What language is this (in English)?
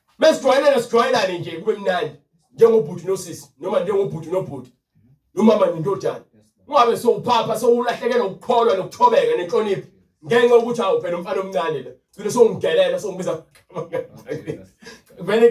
Zulu